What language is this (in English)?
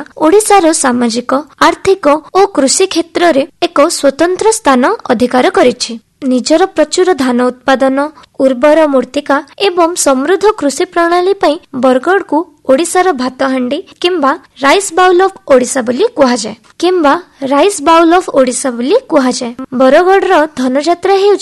Odia